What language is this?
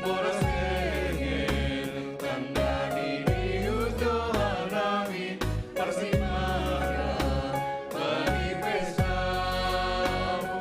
Batak Simalungun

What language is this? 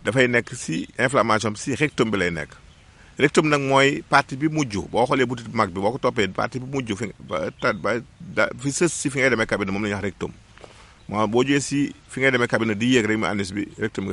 Wolof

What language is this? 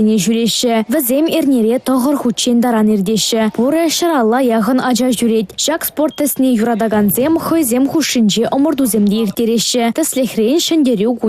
Chuvash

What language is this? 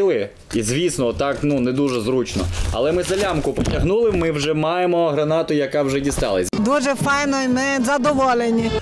Ukrainian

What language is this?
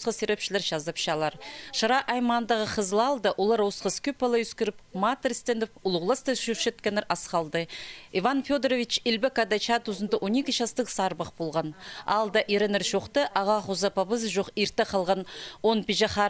Khakas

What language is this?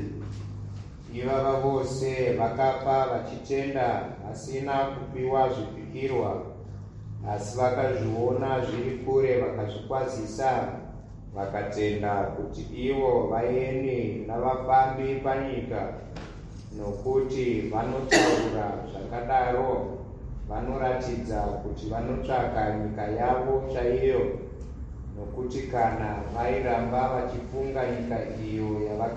Shona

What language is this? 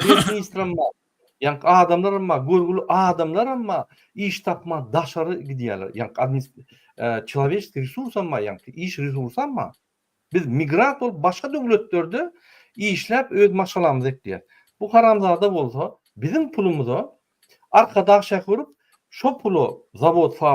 Turkmen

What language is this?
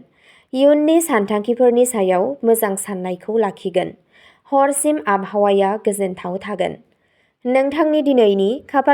Bodo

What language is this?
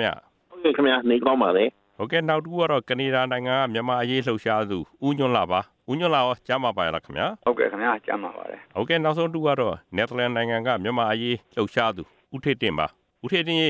Burmese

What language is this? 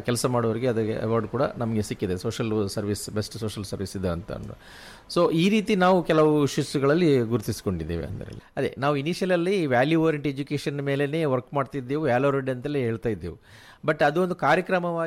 Kannada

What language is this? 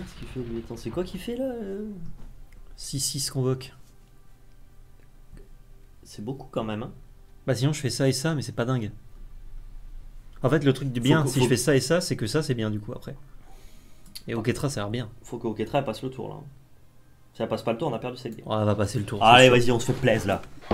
French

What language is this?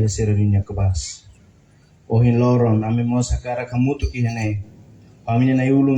Tetum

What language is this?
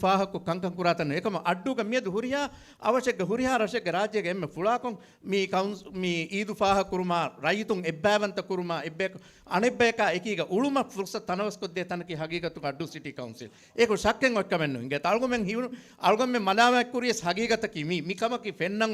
Divehi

